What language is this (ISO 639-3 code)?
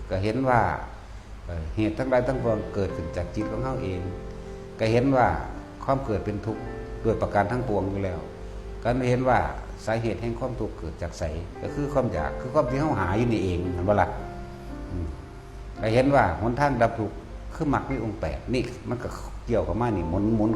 tts